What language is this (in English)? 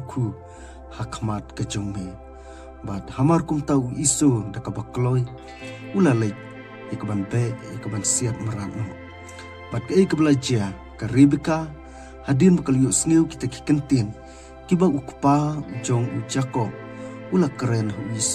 Khasi